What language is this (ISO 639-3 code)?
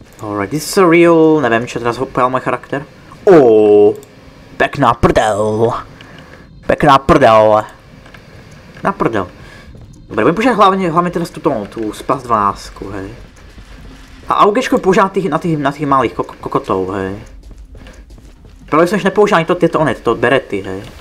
slk